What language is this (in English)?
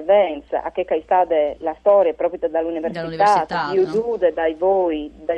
Friulian